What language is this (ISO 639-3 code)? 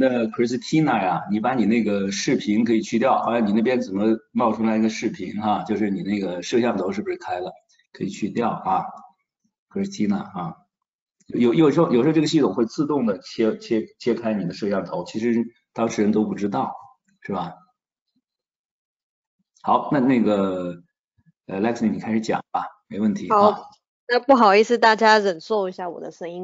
zho